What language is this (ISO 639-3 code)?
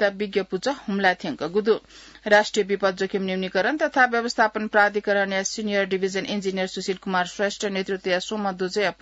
new